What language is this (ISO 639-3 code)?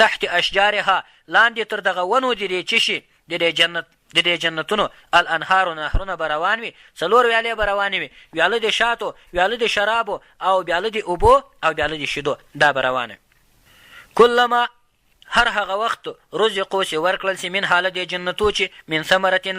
pus